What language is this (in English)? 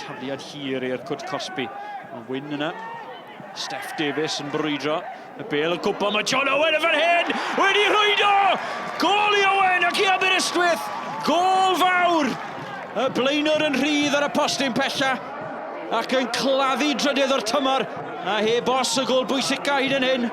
Welsh